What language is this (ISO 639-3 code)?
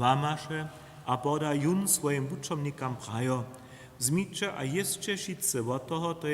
hsb